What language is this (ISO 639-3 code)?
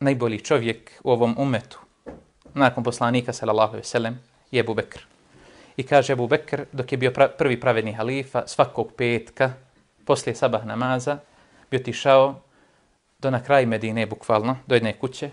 bos